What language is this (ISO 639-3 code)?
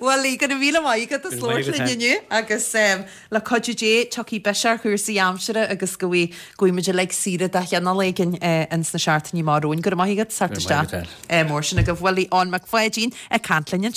gle